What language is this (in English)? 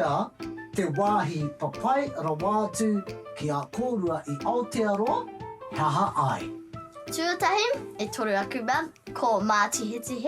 Māori